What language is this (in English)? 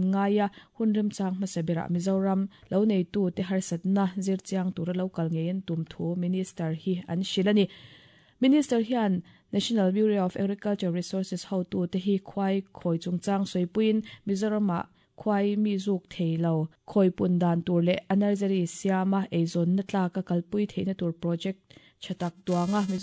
Mizo